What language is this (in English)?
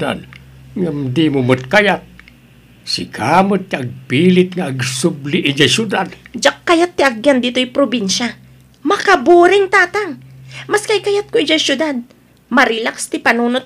Iloko